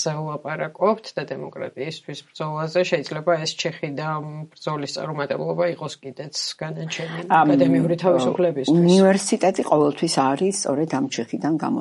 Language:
Georgian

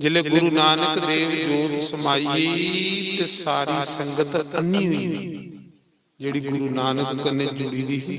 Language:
Dogri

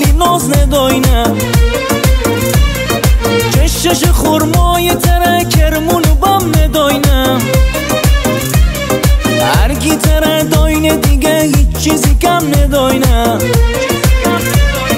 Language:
Persian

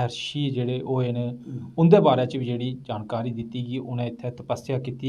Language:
Dogri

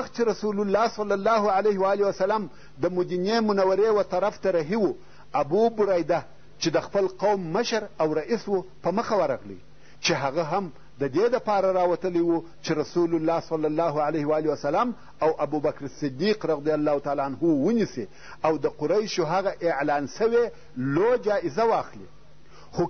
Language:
Pashto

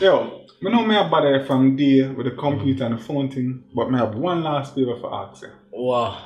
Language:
Jamaican Creole English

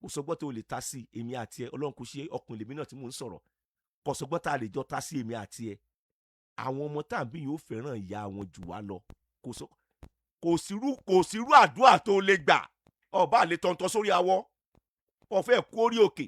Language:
Yoruba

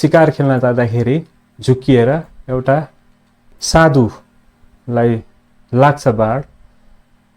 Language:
Nepali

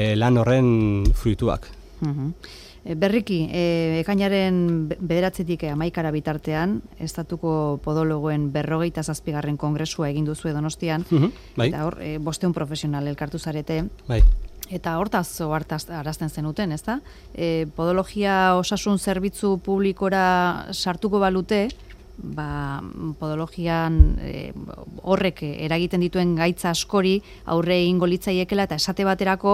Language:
Basque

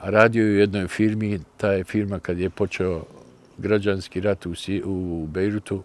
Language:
Bosnian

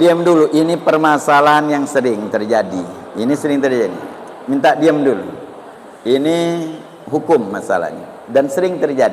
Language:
Musi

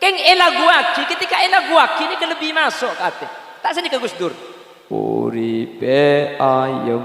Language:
Madurese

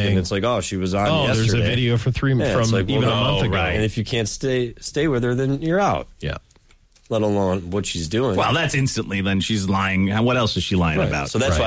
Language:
English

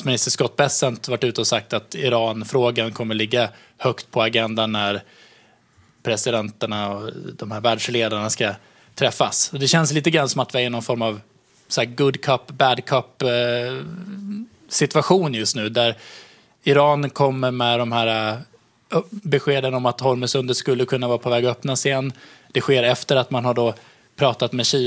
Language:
Swedish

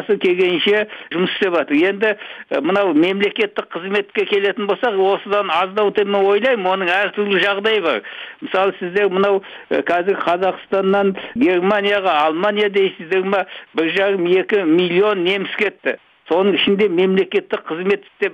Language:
Kazakh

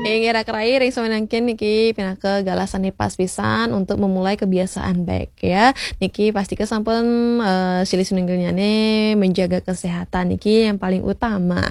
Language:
Balinese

